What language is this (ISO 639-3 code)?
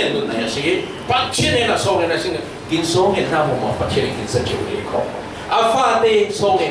cfm